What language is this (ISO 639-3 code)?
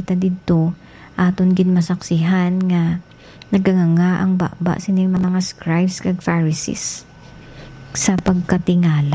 hil